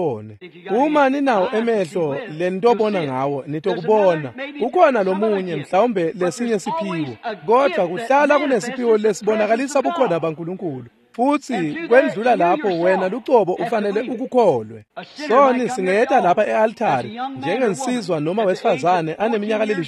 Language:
Swati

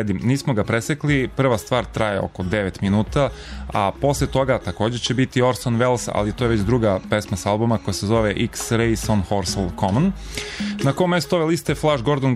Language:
Serbian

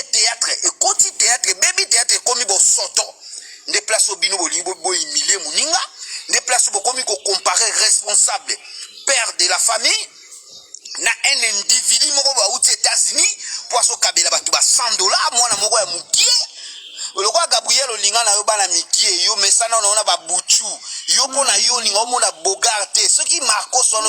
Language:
Lingala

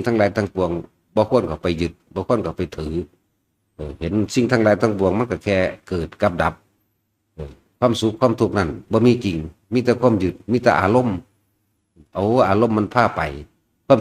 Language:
Northeastern Thai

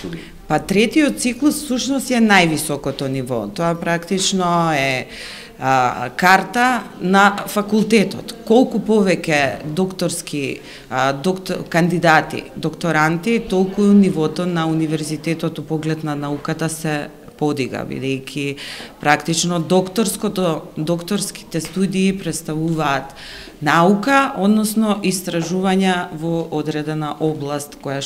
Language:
Macedonian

